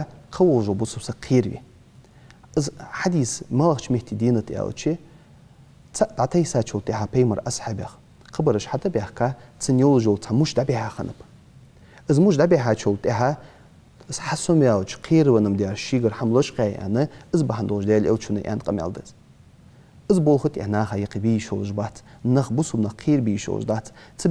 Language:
Ingush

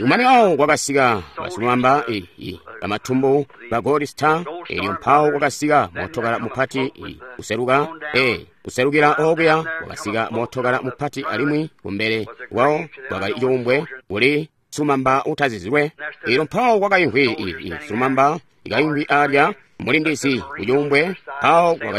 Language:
Tonga (Zambia)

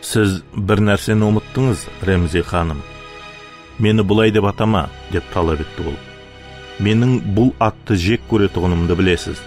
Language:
Kara-Kalpak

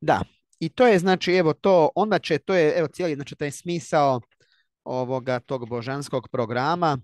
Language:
Croatian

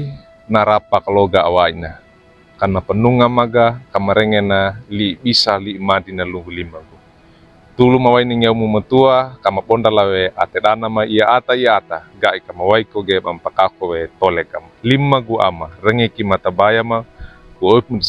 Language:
Wejewa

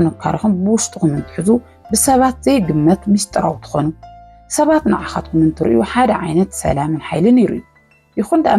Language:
Tigrinya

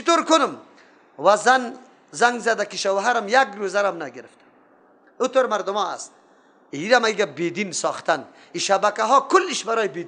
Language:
Persian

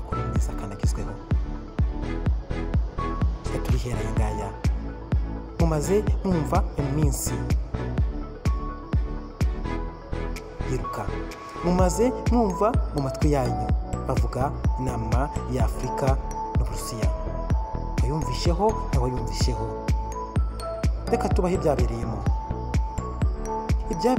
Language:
Kinyarwanda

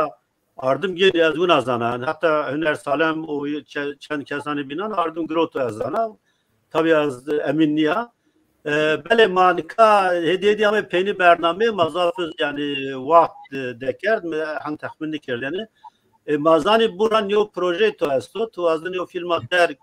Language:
Zaza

